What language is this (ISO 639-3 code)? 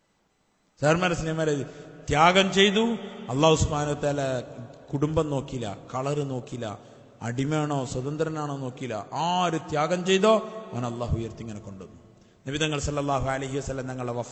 mal